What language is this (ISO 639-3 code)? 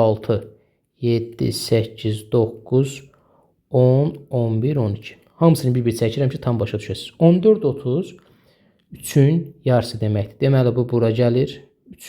aze